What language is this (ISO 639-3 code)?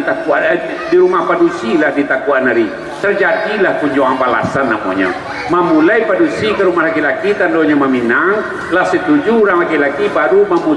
min